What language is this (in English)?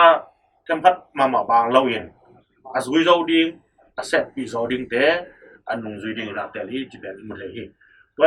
Tedim Chin